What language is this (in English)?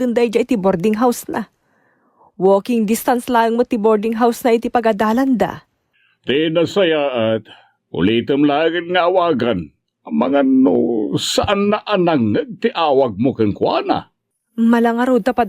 Iloko